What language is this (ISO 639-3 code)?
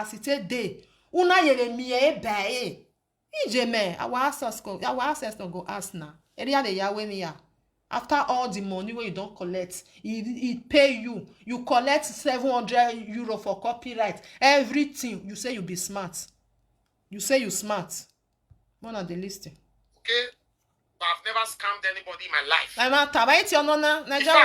pcm